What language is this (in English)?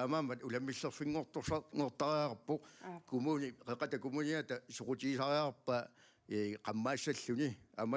Kalaallisut